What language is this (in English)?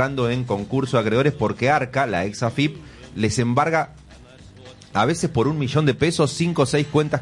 Spanish